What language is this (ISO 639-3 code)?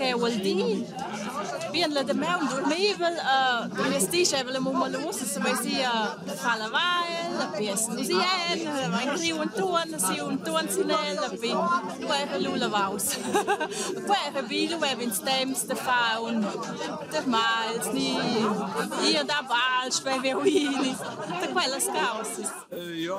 roh